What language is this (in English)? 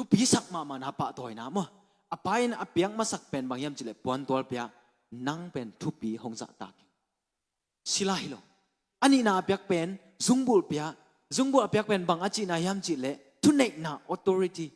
Tedim Chin